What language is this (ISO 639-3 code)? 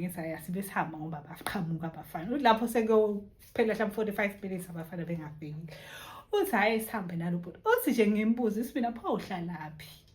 zul